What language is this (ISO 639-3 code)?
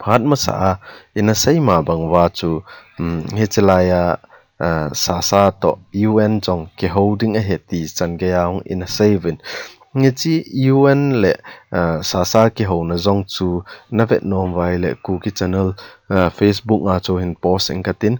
tcz